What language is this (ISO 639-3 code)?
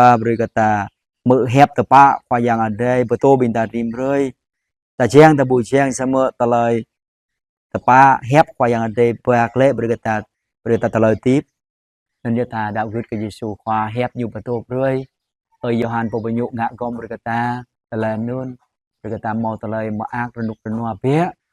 jra